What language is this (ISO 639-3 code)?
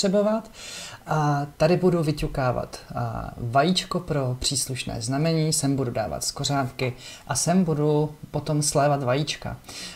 ces